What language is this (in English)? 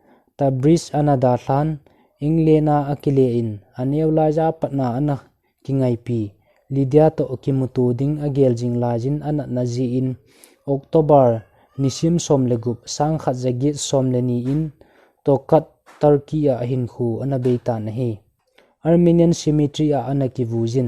Thado Chin